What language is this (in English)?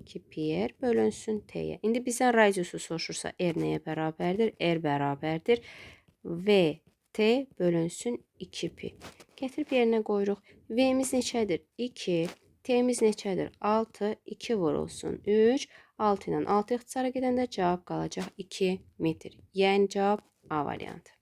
Azerbaijani